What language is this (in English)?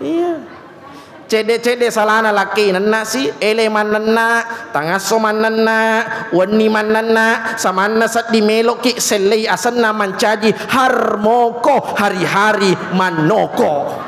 Buginese